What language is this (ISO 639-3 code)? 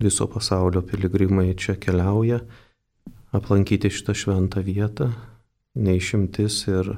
lit